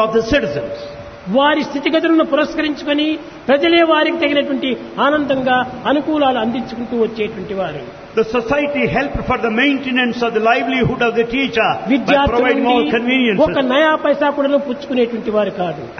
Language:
Telugu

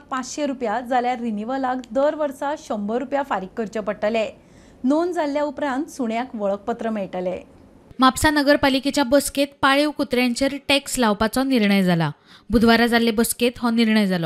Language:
Konkani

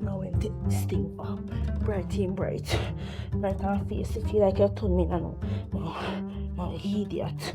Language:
Jamaican Creole English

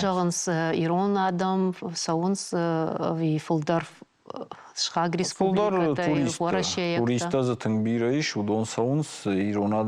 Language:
Ossetic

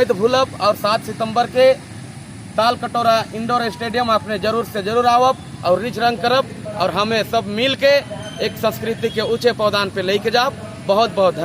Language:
Sadri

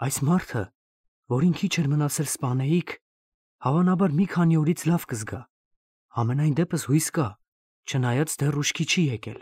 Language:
Armenian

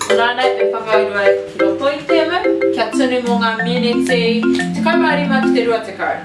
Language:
Māori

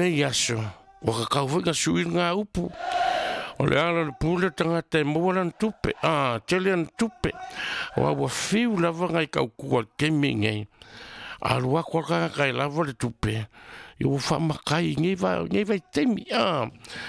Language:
Samoan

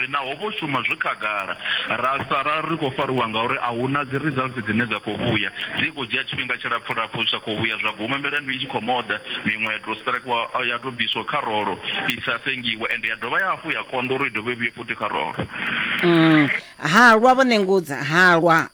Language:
Venda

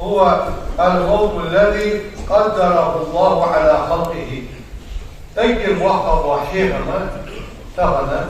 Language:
Ingush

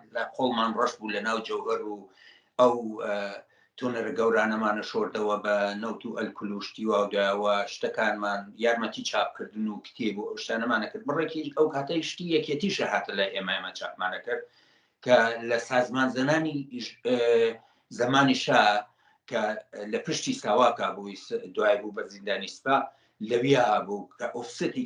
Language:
Central Kurdish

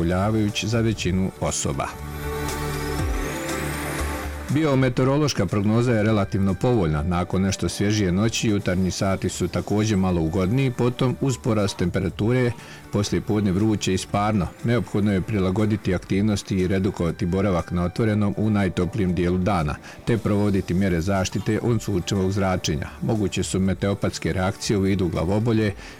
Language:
Bosnian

